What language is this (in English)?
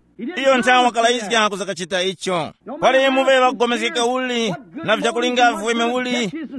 Tumbuka